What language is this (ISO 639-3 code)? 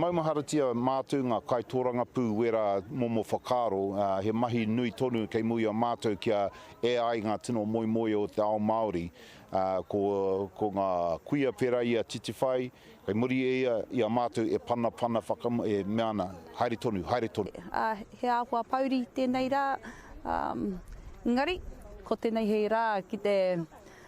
mri